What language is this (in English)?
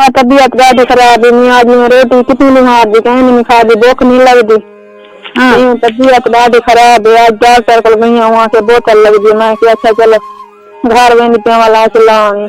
Saraiki